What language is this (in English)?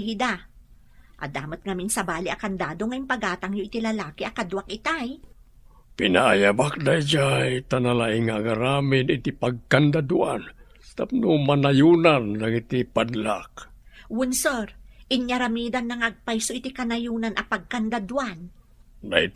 Iloko